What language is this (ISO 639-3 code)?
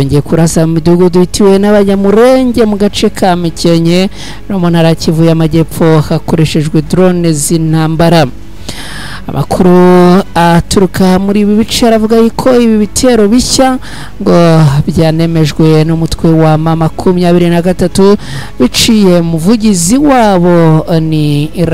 kin